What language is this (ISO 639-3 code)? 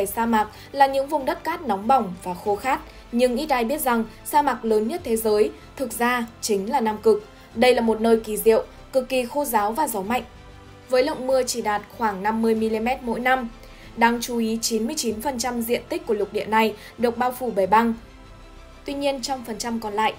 vie